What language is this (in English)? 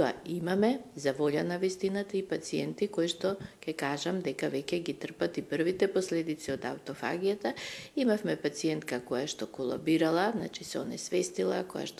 Macedonian